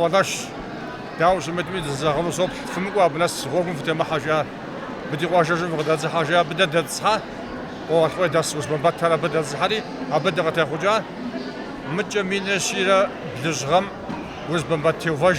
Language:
Kabardian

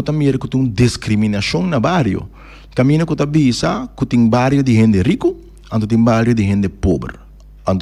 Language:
Papiamento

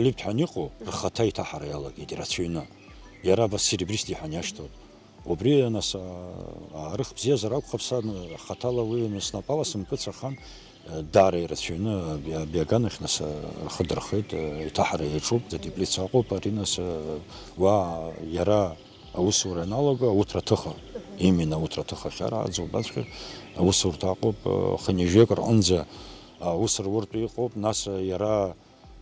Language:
Abkhazian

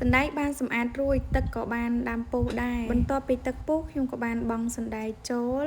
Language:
Khmer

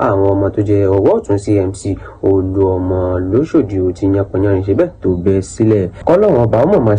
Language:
Yoruba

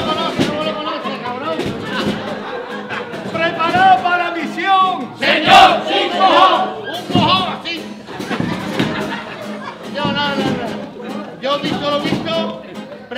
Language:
Spanish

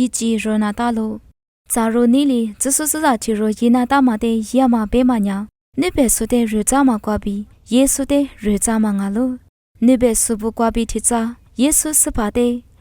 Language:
Lisu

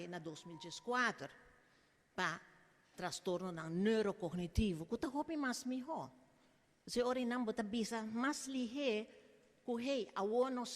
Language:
Papiamento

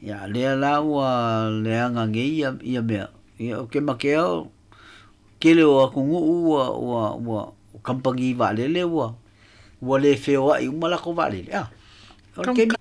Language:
Samoan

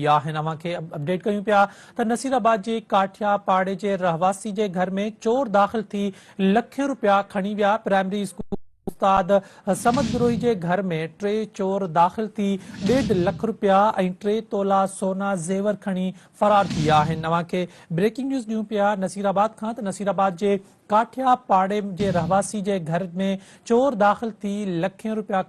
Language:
Sindhi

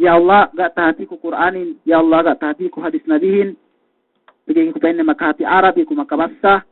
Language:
Yakan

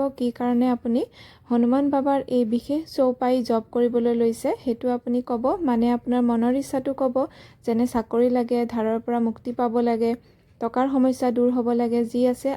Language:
Assamese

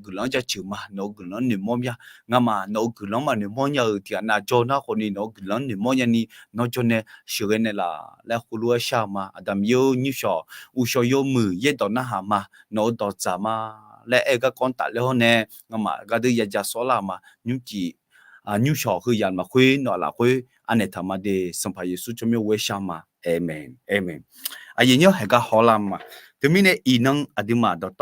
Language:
Akha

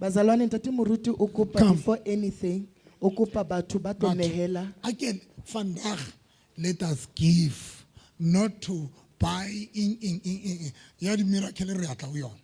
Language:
Southern Sotho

